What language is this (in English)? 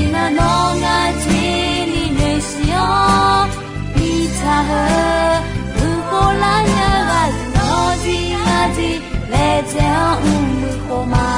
Akha